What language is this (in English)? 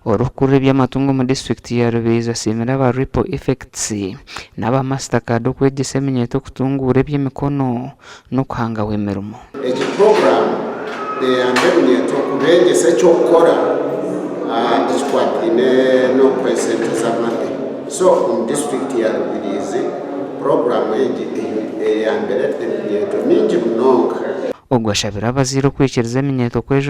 Nyankole